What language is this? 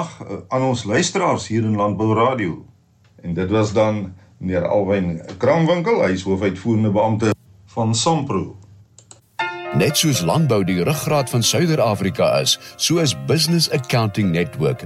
Afrikaans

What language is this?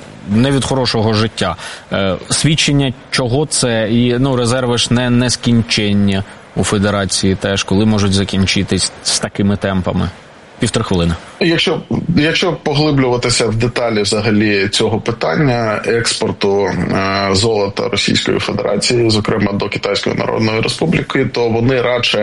Ukrainian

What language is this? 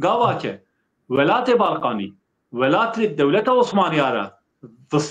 Zaza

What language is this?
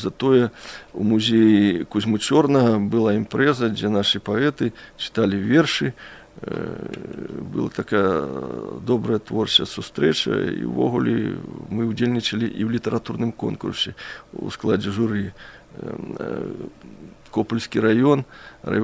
Belarusian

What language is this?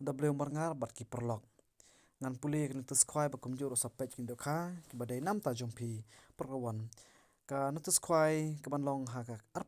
Khasi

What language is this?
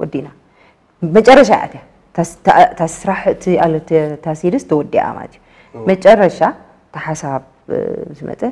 Tigrinya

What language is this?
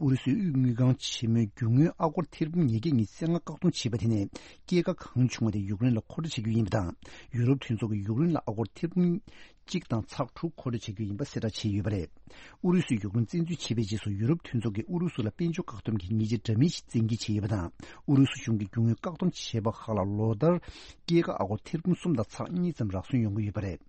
Tibetan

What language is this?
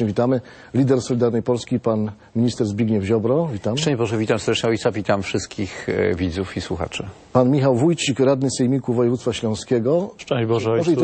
Polish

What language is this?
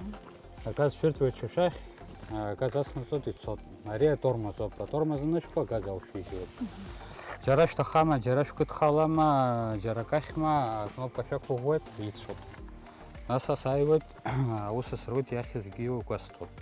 Abkhazian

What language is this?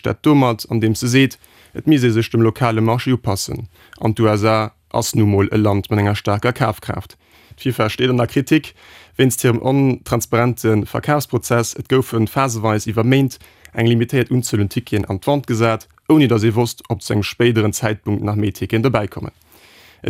Luxembourgish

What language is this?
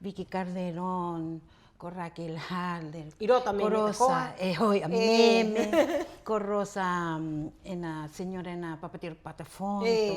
Rapanui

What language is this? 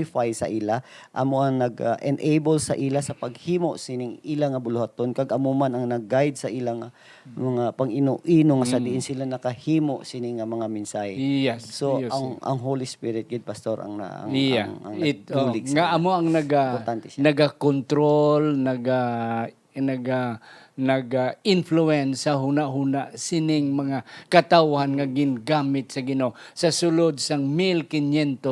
Hiligaynon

